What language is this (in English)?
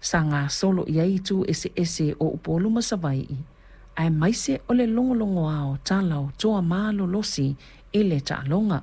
Samoan